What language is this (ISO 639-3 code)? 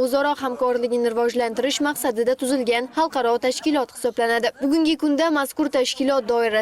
uzb